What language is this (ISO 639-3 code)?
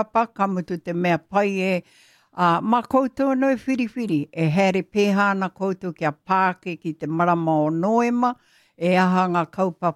mri